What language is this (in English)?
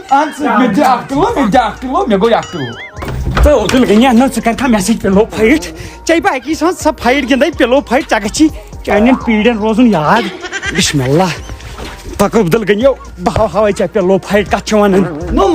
Kashmiri